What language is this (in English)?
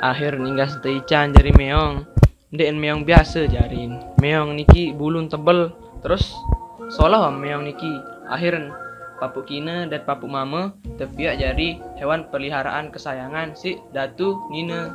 Sasak